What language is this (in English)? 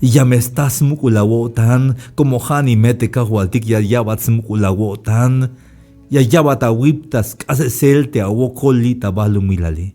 Tzeltal